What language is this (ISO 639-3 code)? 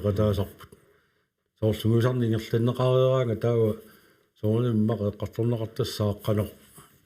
kal